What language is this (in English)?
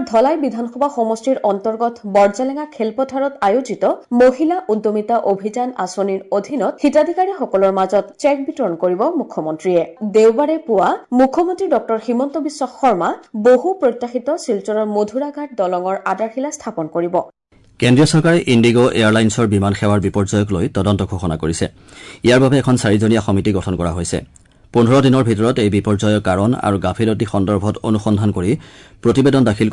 Assamese